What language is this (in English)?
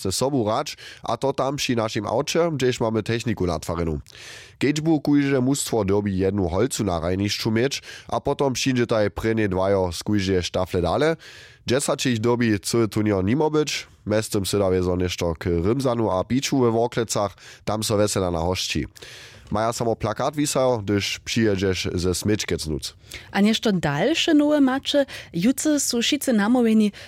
Upper Sorbian